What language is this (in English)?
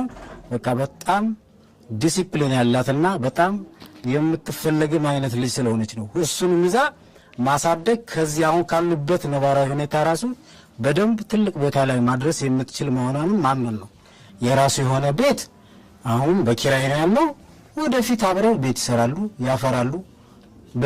Amharic